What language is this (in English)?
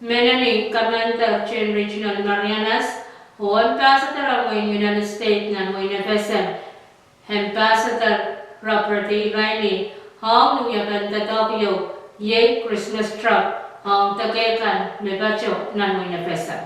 Pohnpeian